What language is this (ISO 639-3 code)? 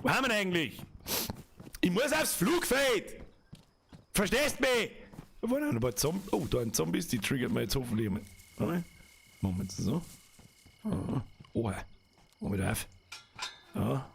bar